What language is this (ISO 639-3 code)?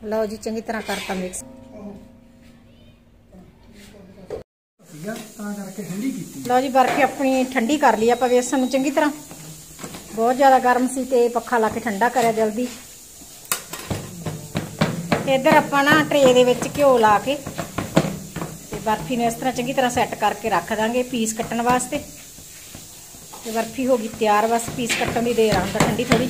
pan